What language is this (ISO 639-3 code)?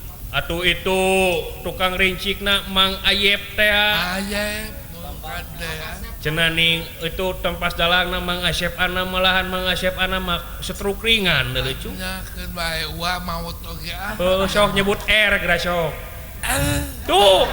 sun